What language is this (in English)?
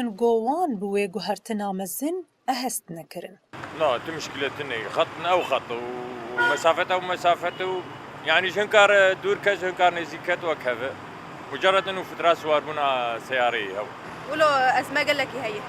Kurdish